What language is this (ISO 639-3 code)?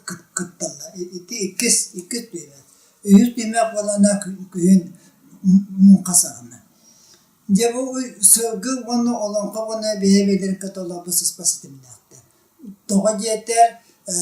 sah